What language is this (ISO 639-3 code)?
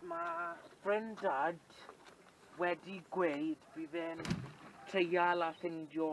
cym